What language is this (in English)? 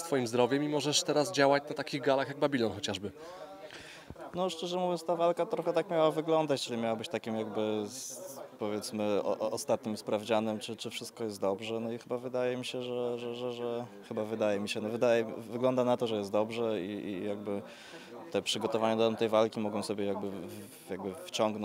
Polish